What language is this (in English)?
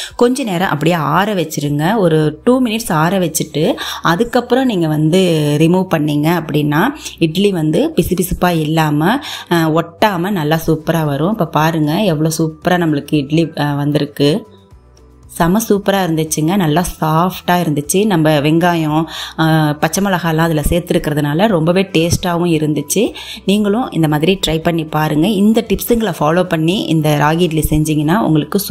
Tamil